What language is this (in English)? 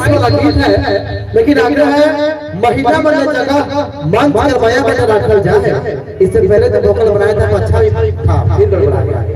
Sadri